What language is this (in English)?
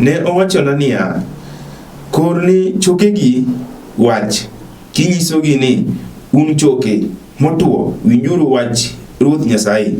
Luo (Kenya and Tanzania)